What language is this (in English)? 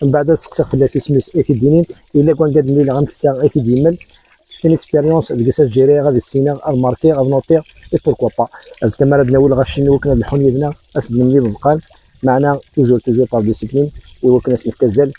Kabyle